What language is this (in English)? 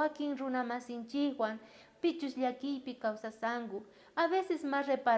South Bolivian Quechua